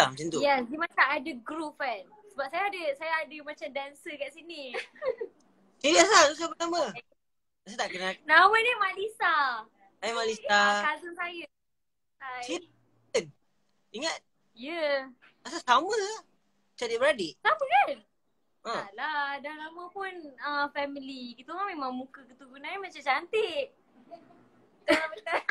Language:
Malay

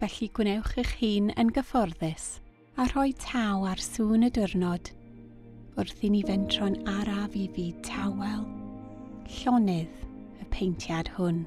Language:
Welsh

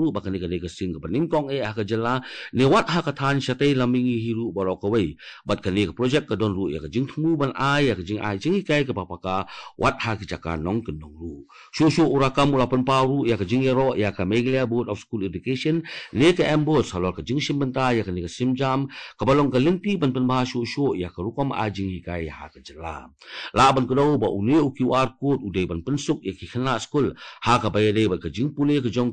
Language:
Khasi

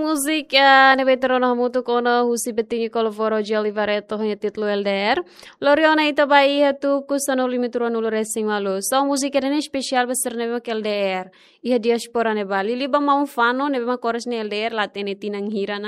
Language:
Tetum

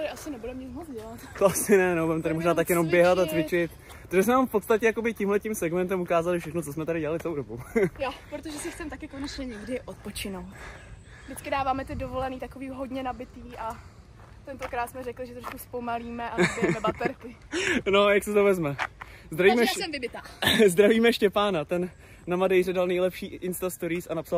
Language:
Czech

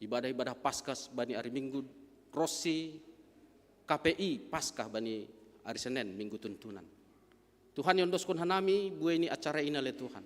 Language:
Batak Simalungun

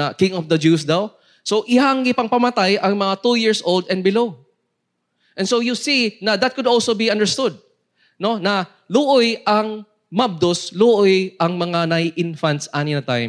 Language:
Cebuano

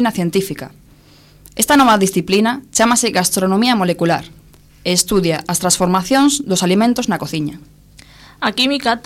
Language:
Galician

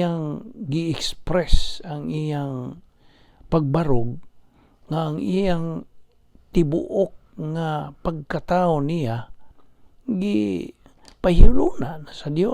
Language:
Cebuano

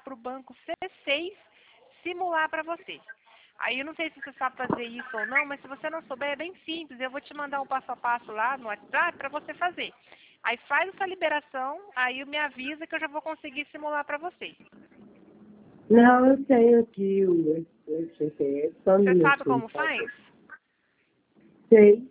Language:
Portuguese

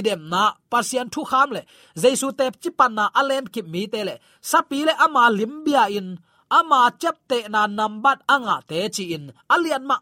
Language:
Tedim Chin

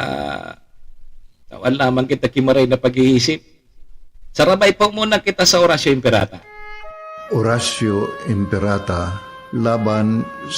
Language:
Bikol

